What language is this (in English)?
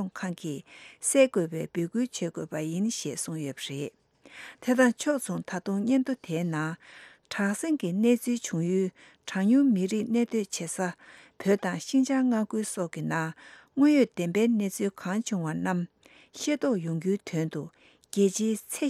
Tibetan